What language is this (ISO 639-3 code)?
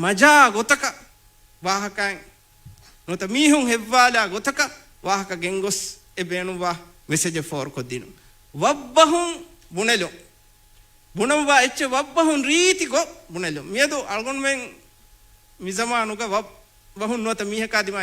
div